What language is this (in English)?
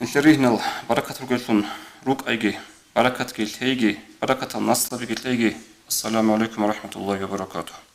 Avaric